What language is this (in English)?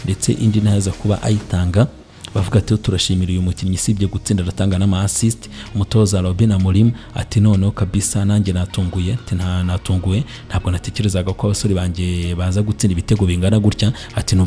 Kinyarwanda